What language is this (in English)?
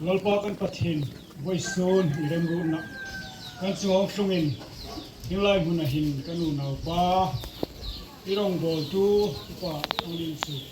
Hmar